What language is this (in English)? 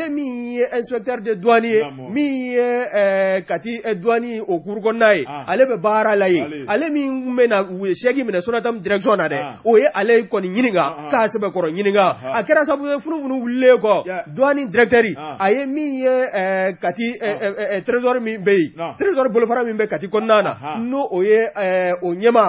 Bambara